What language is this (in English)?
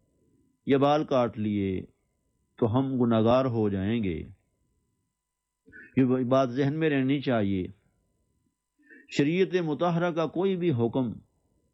Urdu